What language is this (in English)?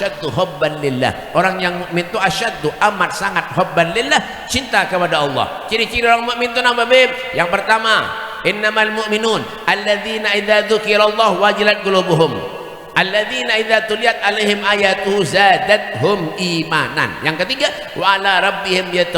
Banjar